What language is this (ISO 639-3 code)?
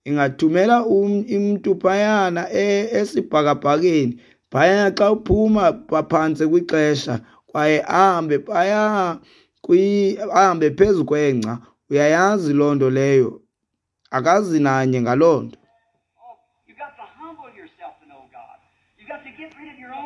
xho